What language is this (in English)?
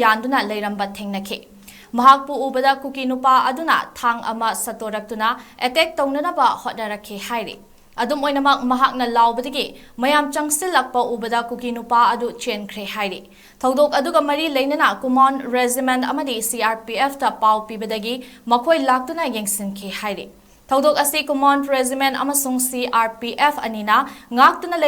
Manipuri